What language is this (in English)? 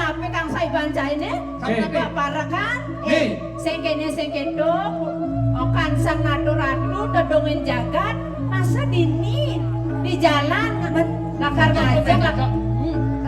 Balinese